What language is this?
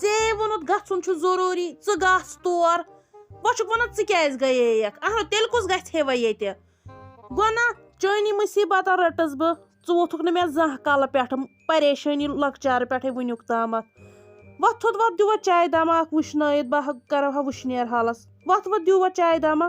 Kashmiri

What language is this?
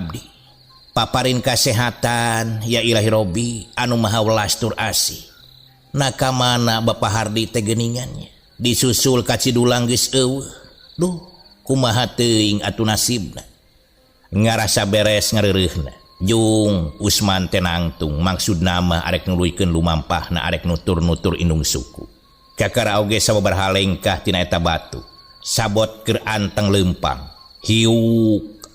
Sundanese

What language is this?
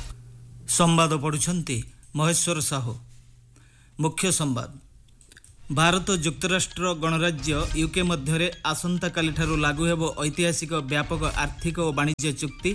Odia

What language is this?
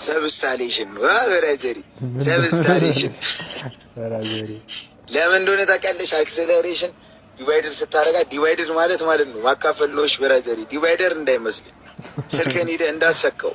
Amharic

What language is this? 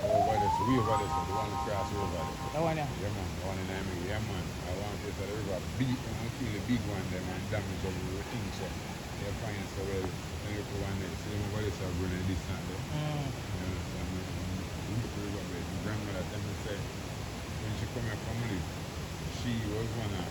Jamaican Creole English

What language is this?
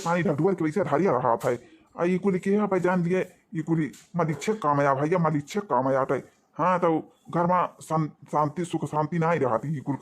Awadhi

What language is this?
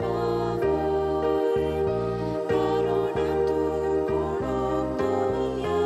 Konkani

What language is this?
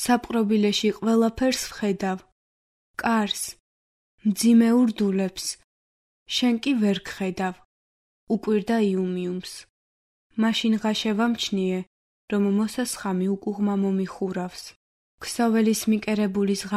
Georgian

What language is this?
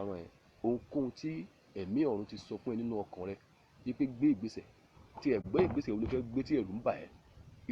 Yoruba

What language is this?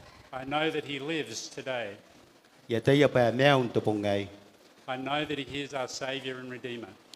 Gilbertese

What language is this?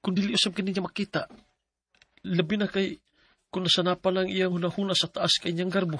Cebuano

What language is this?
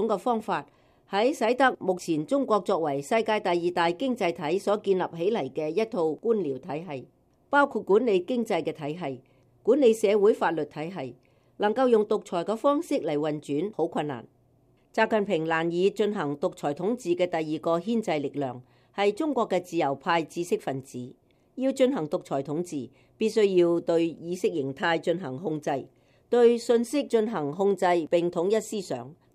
Cantonese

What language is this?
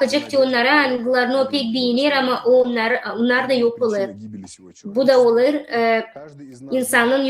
Gagauz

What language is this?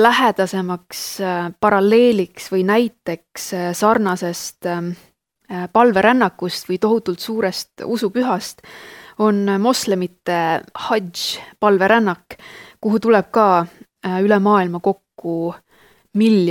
Estonian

